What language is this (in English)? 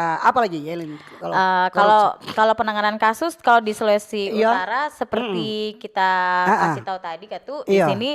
Manado Malay